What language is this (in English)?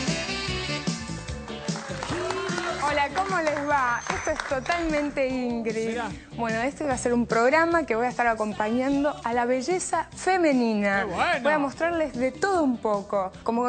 Spanish